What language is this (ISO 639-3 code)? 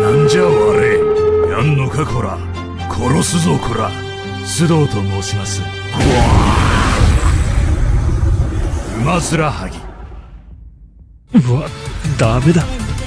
jpn